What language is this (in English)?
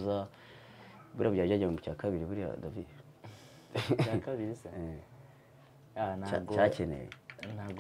Kinyarwanda